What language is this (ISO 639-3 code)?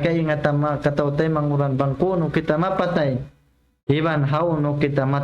tsg